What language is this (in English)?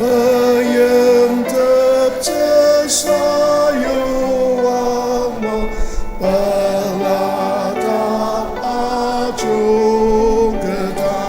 Ao Naga